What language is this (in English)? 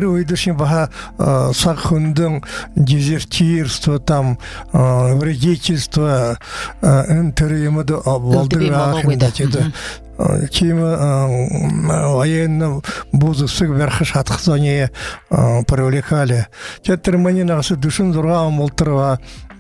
Buriat